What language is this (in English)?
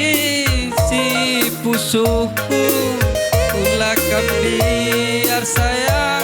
Batak Karo